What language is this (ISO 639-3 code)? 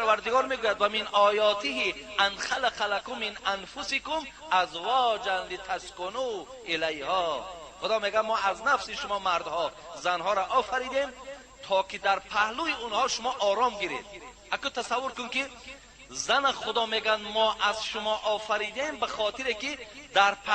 tgk